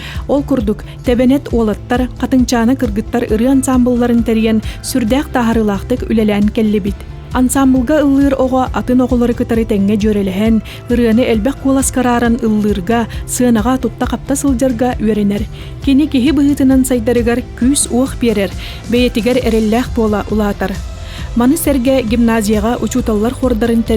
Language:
Yakut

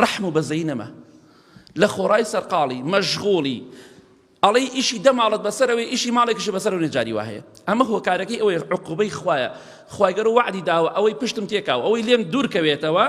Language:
Central Kurdish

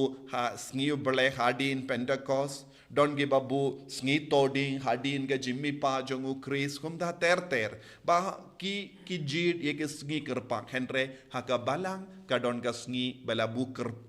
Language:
Khasi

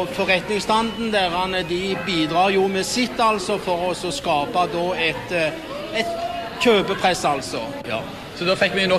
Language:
Norwegian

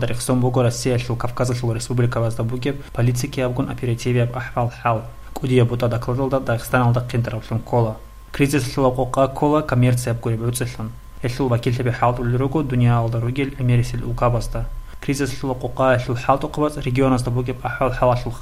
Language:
Avaric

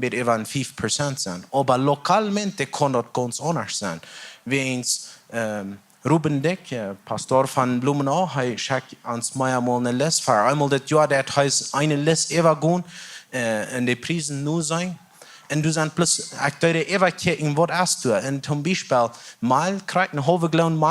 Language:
Plautdietsch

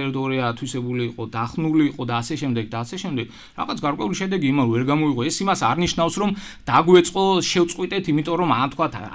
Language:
Georgian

